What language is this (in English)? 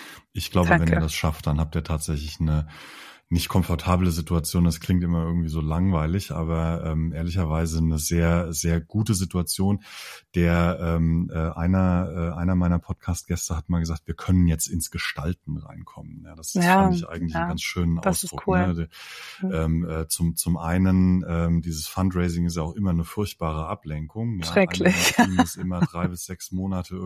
German